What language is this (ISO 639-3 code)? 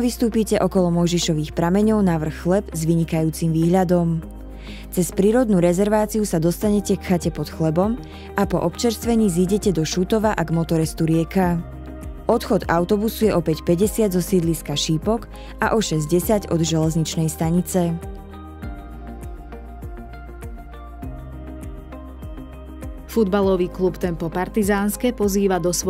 slk